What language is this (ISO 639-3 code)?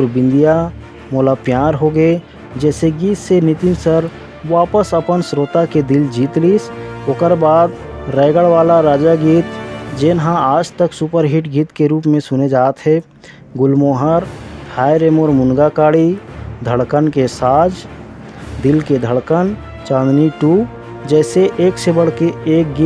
hne